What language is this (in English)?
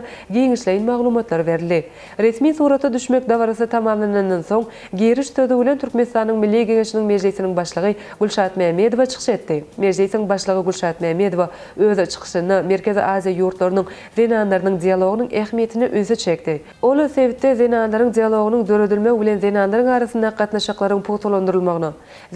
Turkmen